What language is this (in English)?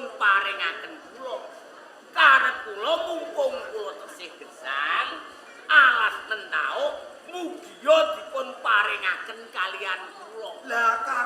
Javanese